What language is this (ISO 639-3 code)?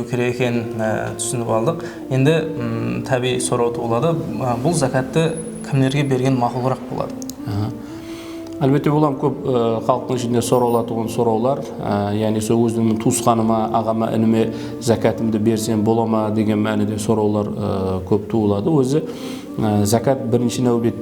kaa